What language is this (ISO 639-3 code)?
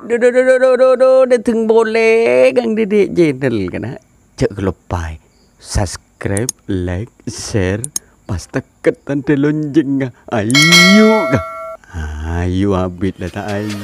mad